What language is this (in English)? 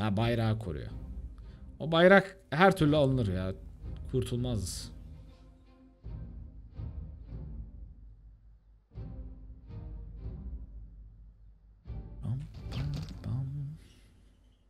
Turkish